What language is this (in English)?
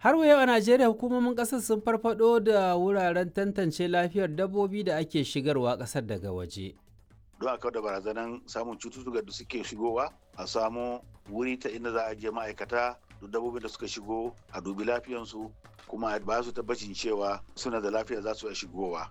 Hausa